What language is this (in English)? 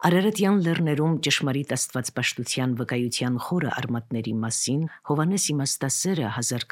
Armenian